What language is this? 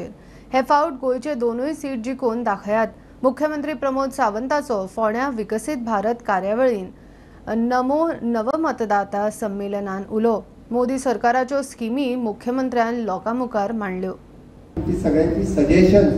Konkani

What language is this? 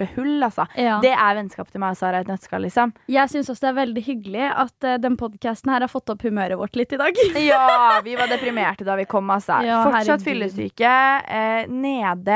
Norwegian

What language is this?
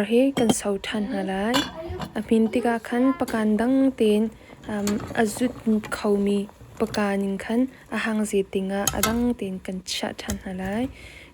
Hakha Chin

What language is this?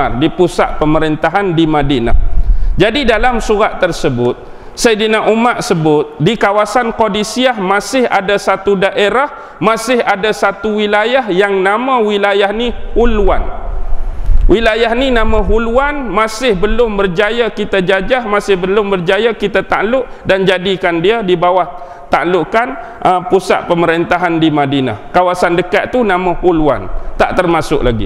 Malay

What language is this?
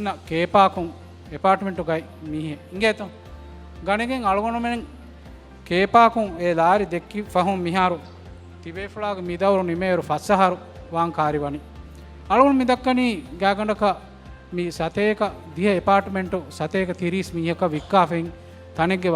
Divehi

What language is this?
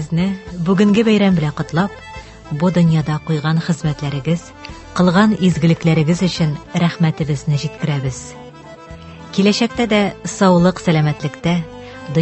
Tatar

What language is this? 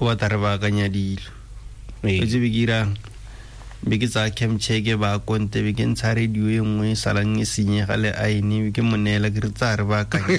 Tswana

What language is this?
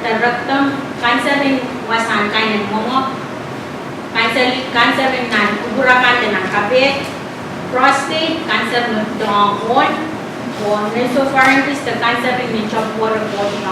Pohnpeian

